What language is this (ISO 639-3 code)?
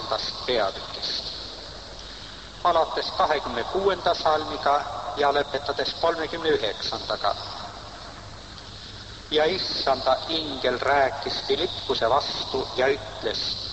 est